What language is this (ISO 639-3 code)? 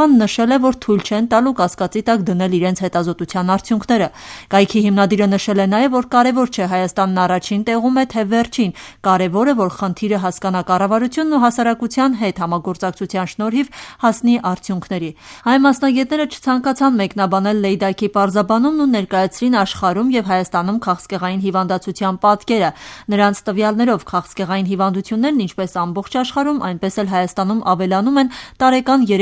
hye